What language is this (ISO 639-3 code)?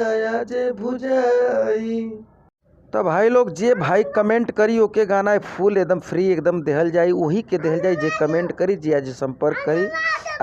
bho